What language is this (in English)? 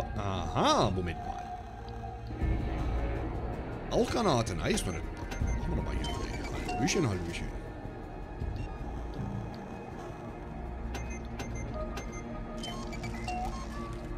German